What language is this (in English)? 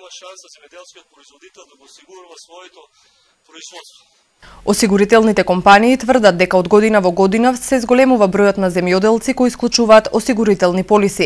Macedonian